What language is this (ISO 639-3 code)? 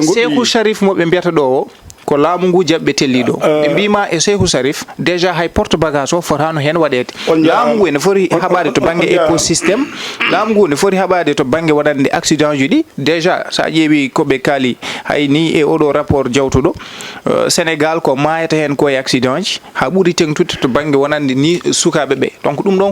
ful